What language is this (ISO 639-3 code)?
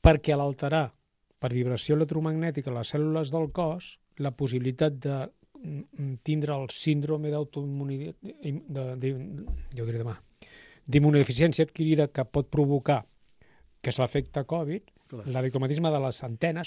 cat